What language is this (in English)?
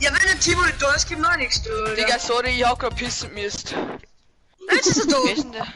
Bavarian